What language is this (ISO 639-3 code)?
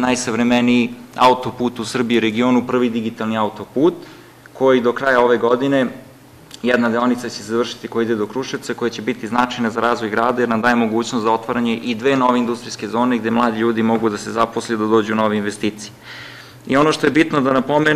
srp